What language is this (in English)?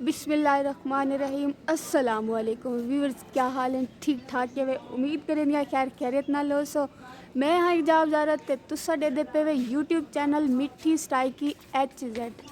Saraiki